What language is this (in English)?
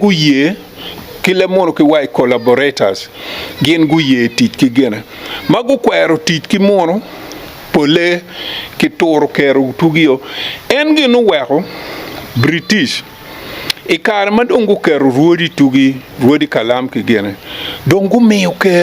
Acoli